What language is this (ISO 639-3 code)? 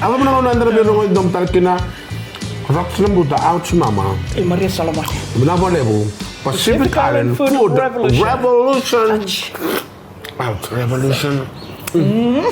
fij